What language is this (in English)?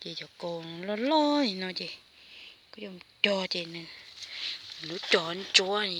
Hmong